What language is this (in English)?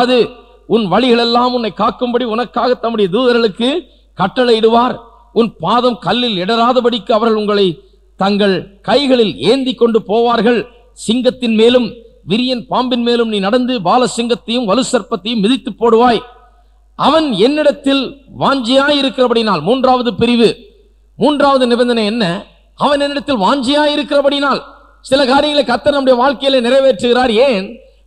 Tamil